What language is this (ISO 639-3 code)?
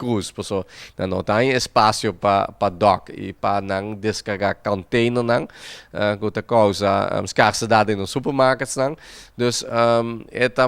pap